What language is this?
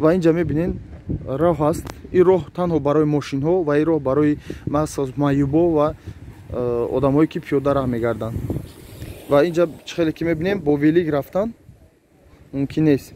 Tajik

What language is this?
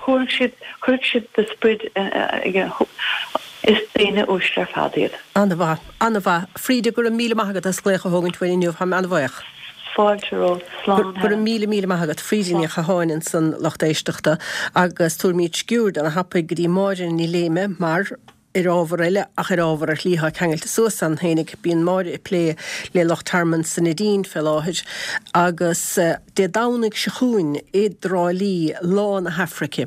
Irish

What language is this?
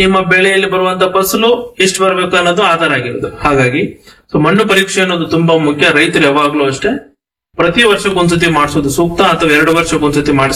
Kannada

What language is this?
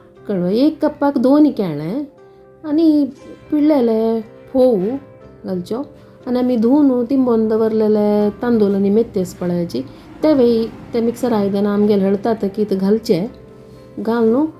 Konkani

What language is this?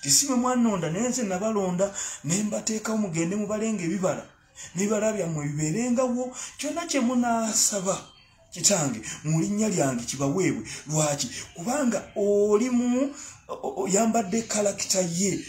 Ganda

